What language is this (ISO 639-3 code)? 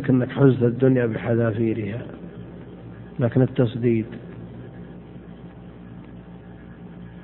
ara